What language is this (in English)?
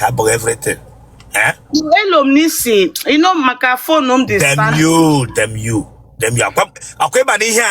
Igbo